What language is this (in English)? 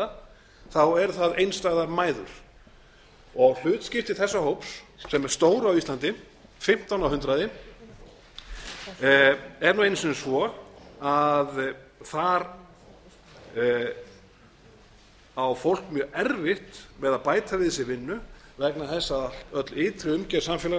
Icelandic